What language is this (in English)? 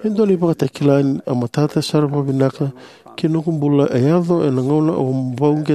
Fijian